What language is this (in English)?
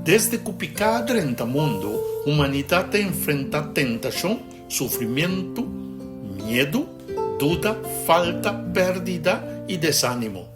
Papiamento